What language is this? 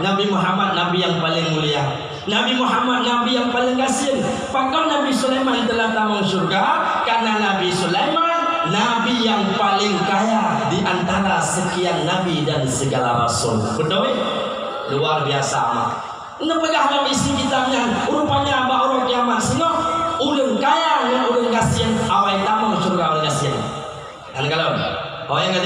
Achinese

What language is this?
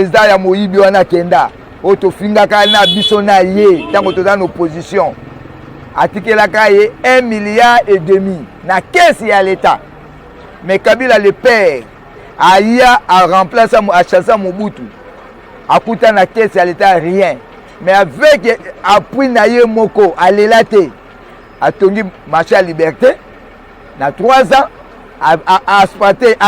Lingala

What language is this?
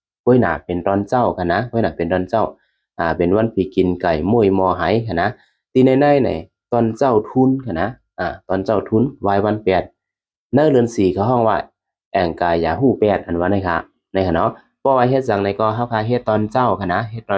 Shan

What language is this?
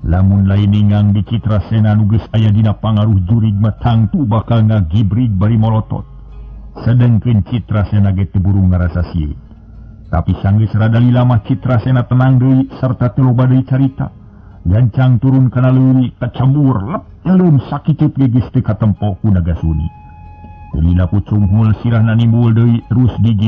Sundanese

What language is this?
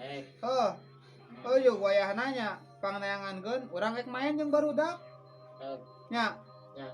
Sundanese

